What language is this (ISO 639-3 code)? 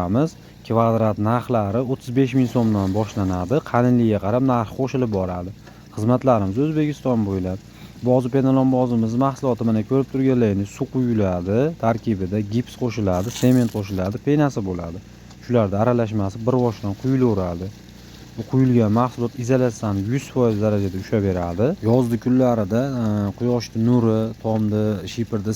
uzb